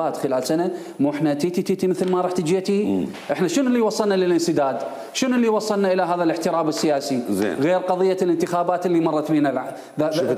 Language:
Mesopotamian Arabic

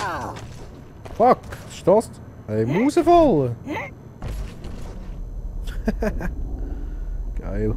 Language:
Swiss German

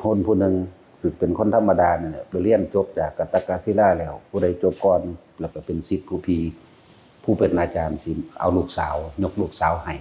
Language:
Lao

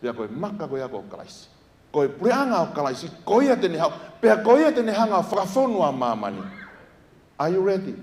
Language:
Tongan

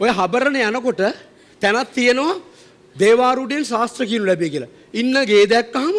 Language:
Sinhala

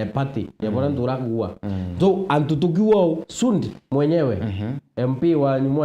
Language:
Meru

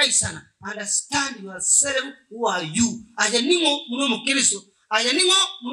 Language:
Gusii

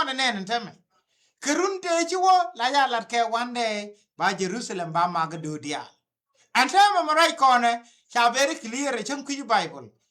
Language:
Nuer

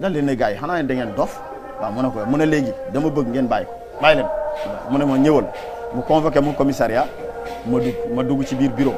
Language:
Wolof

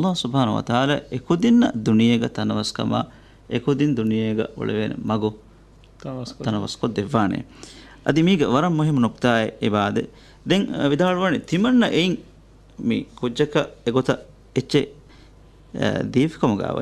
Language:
Divehi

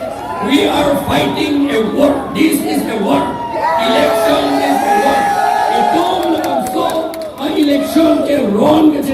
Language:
Karbi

